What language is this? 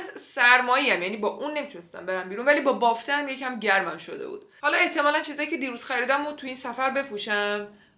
Persian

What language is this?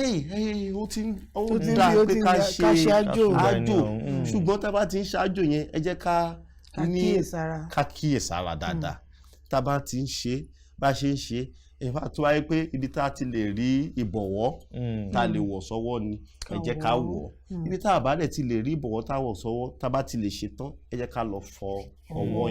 Yoruba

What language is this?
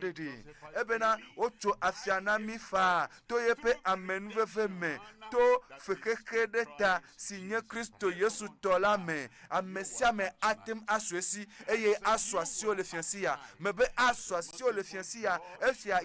Ewe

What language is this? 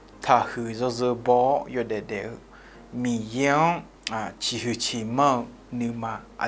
Akha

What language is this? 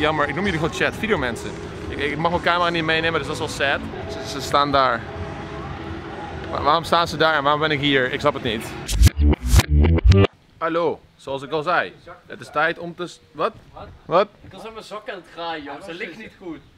Dutch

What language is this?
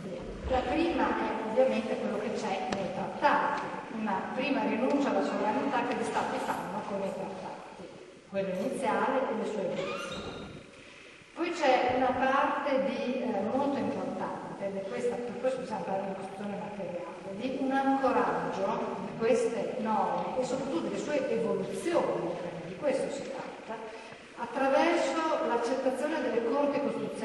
Italian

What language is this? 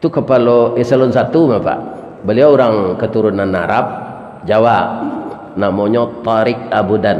Minangkabau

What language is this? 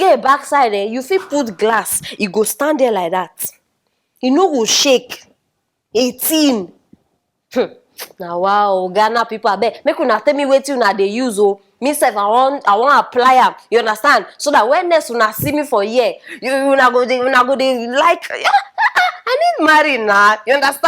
Nigerian Pidgin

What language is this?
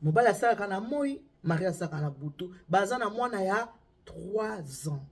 Lingala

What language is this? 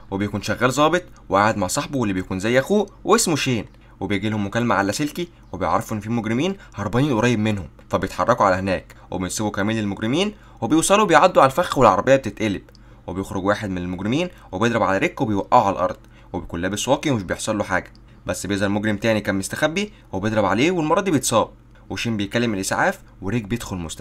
Egyptian Arabic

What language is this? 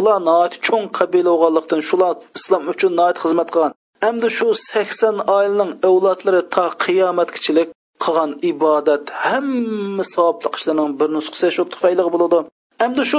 Uyghur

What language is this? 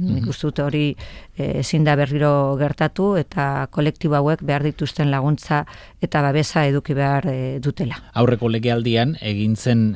Basque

